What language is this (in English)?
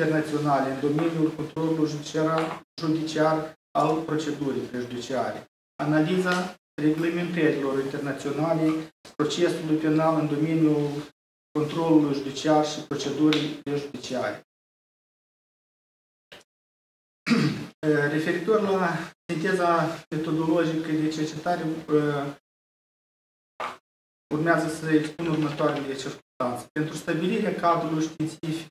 Romanian